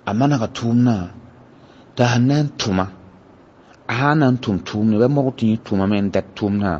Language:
Mossi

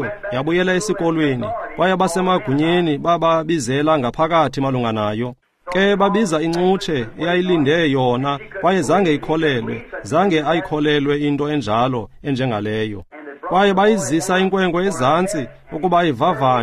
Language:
Xhosa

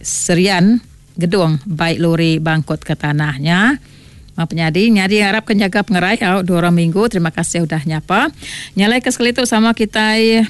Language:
Iban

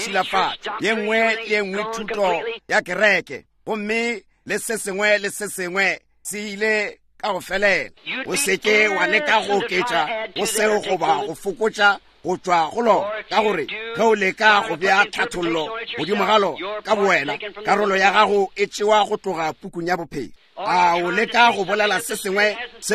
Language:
Northern Sotho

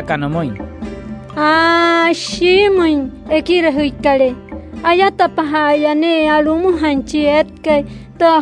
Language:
Wayuu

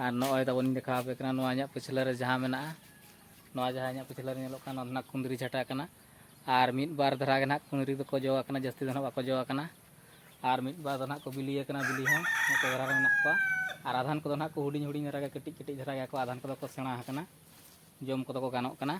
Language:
Santali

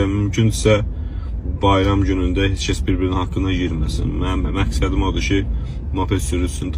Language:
Azerbaijani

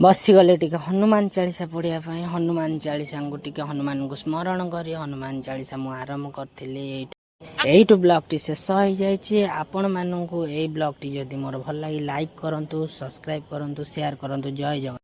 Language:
Odia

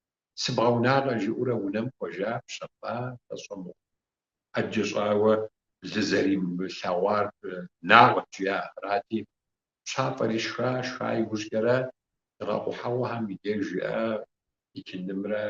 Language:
Kabardian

